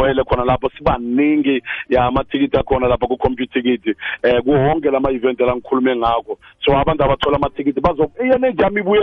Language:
South Ndebele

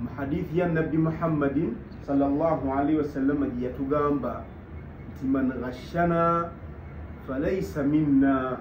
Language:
Ganda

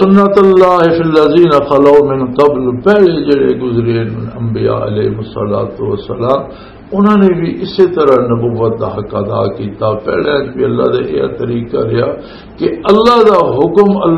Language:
Western Panjabi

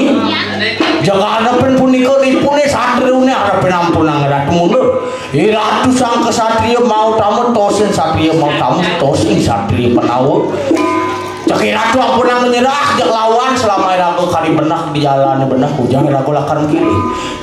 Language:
Balinese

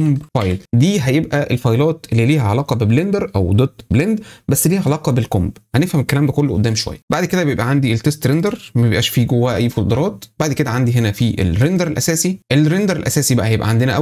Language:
Egyptian Arabic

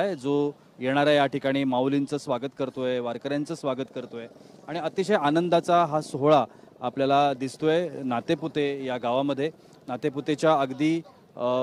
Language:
Marathi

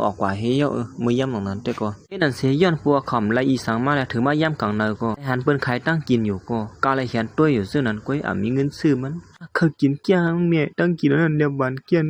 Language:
Shan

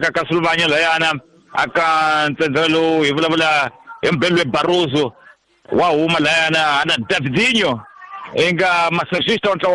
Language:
Tsonga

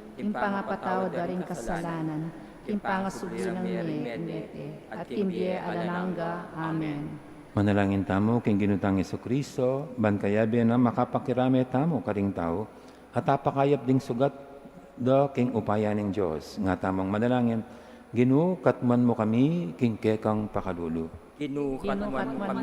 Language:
Pampanga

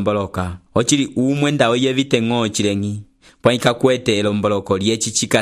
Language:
Umbundu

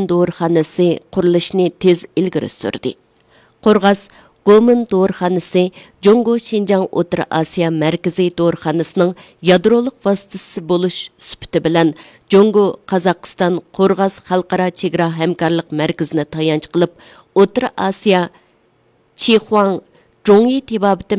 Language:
Uyghur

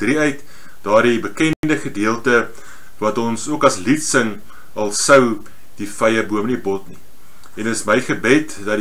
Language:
Afrikaans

